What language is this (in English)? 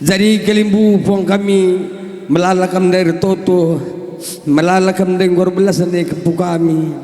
Batak Karo